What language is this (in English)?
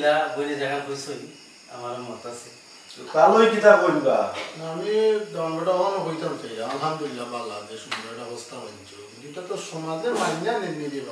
Sylheti